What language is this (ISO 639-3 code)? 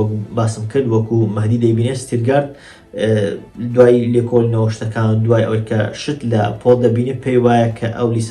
ckb